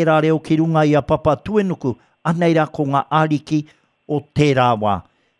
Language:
Māori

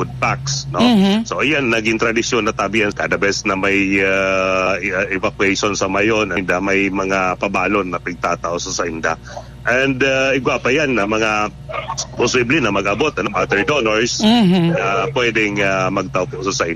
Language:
Bikol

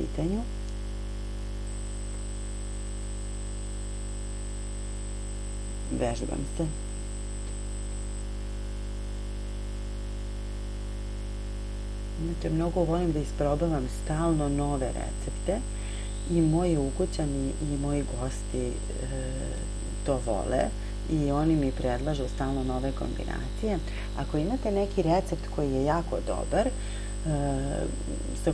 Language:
Serbian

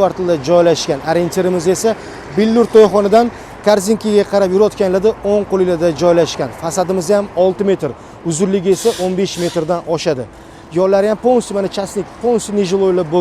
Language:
Uzbek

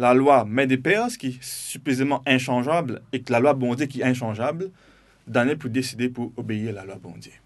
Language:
Morisyen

